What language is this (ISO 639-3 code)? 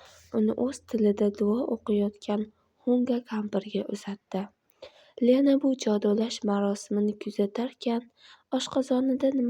uzb